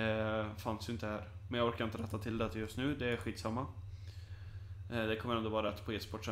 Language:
Swedish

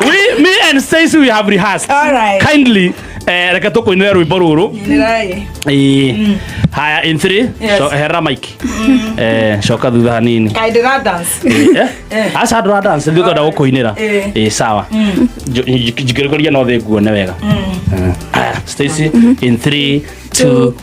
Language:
Kikuyu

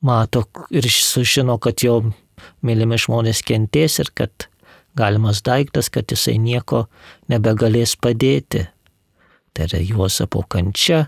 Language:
Lithuanian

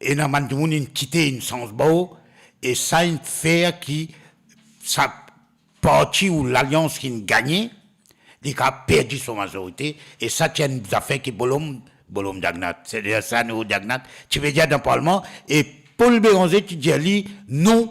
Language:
Morisyen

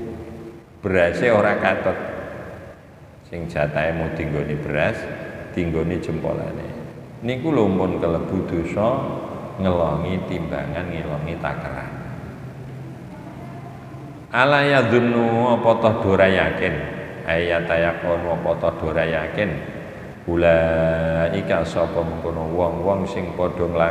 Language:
Javanese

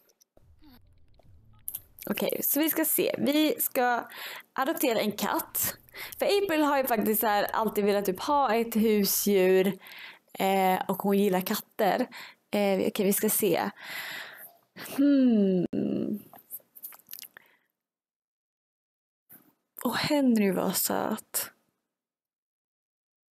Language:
Swedish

